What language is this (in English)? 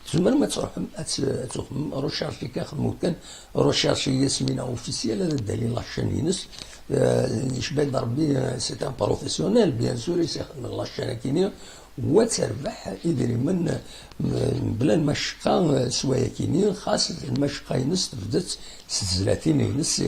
Kabyle